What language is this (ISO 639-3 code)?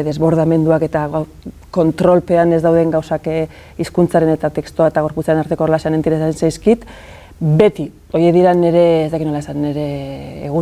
eus